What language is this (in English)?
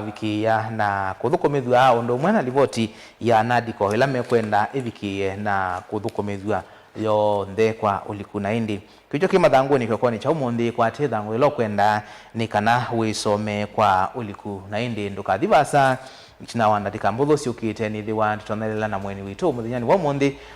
Kamba